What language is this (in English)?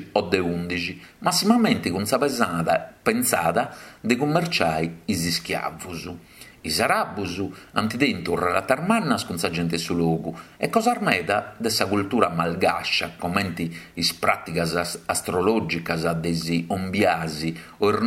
Sardinian